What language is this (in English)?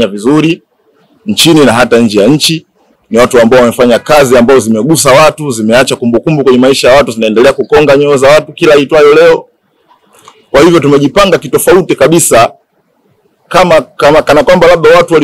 Swahili